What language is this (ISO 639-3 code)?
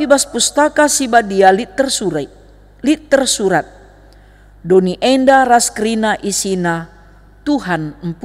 btx